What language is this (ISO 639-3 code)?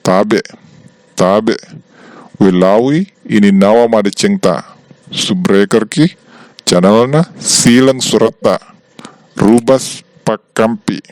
bug